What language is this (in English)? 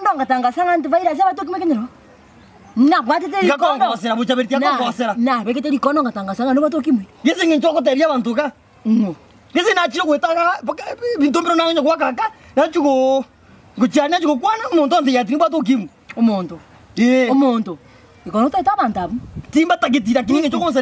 Gusii